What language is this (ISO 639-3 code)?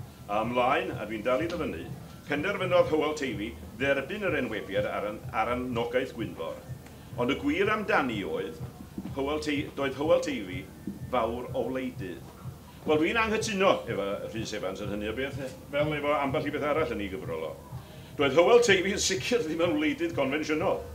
cym